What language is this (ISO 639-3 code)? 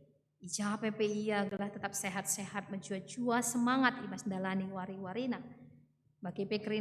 btx